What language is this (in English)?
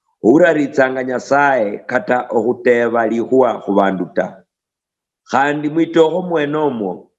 Luyia